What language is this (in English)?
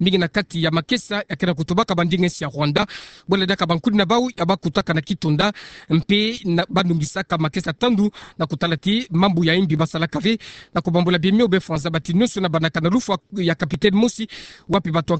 Kituba (Democratic Republic of Congo)